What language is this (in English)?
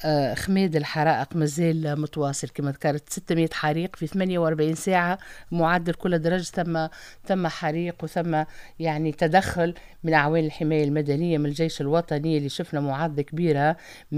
Tunisian Arabic